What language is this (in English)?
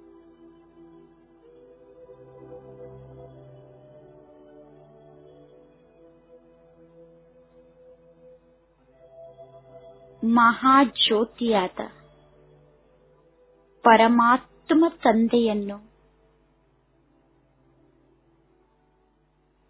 Kannada